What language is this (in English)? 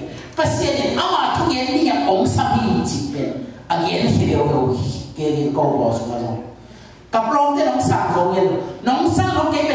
Tedim Chin